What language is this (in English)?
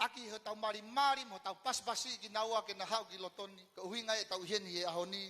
Tongan